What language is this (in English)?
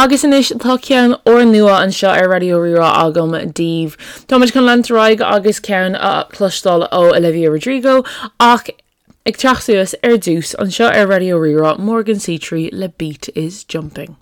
Irish